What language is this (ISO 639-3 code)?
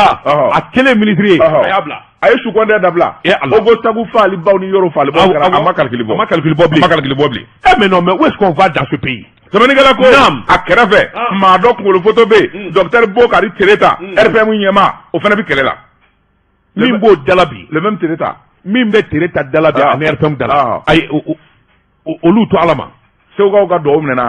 bam